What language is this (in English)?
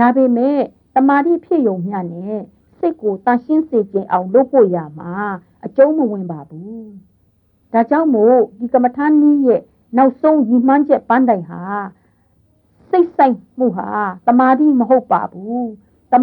Burmese